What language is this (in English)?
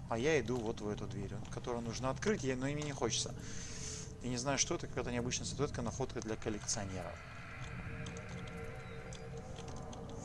Russian